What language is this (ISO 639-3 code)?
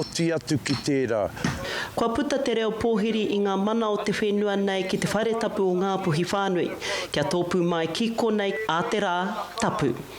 mri